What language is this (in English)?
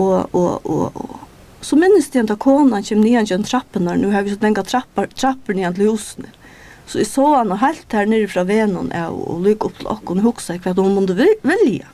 Faroese